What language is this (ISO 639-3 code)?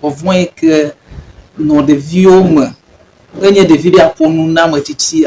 ewe